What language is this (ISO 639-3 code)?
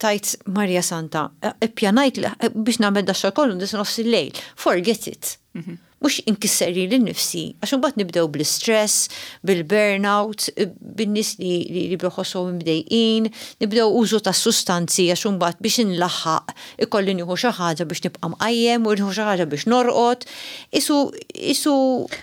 mlt